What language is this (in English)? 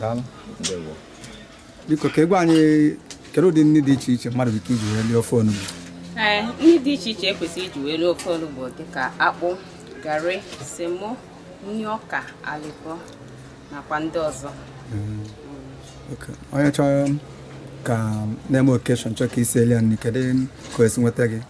Igbo